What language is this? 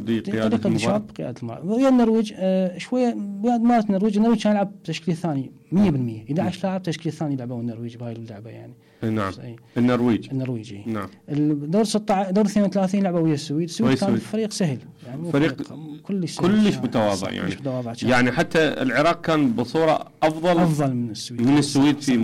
Mesopotamian Arabic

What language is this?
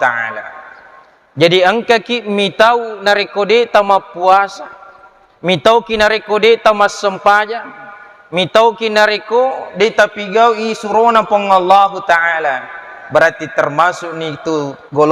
Buginese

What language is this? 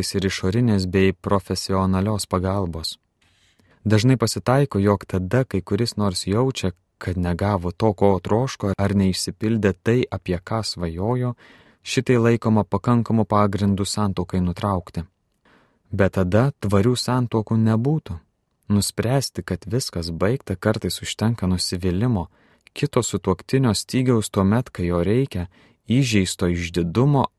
Lithuanian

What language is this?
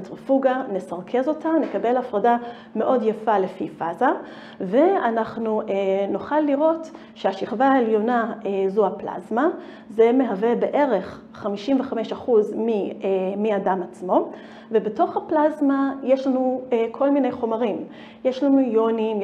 Hebrew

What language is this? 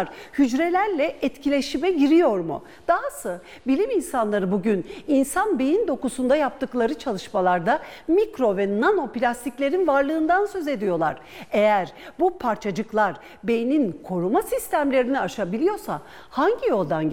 Turkish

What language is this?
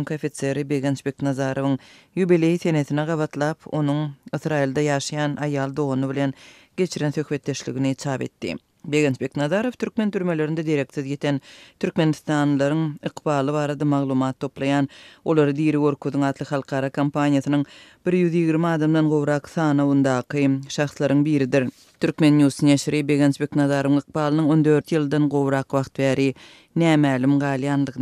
Turkmen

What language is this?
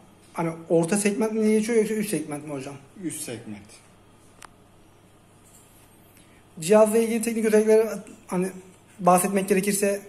Turkish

